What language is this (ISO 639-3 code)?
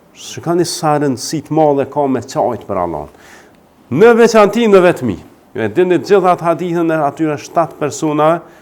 sqi